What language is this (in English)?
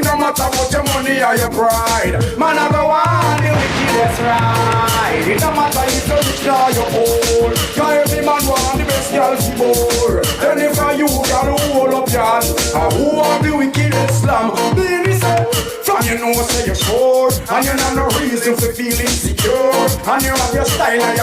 Jamaican Creole English